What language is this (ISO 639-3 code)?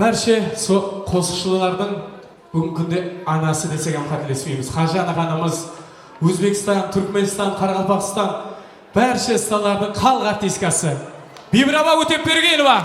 kaa